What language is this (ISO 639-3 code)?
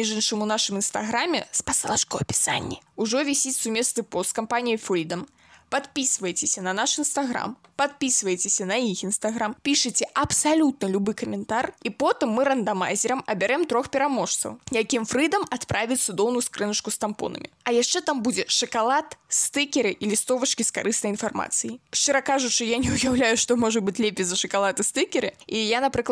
bel